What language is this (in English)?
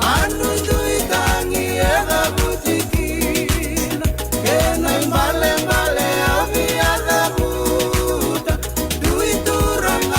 Fijian